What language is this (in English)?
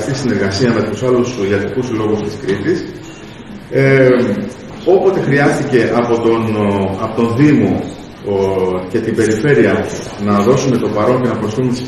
Greek